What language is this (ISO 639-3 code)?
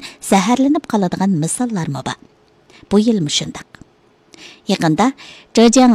uig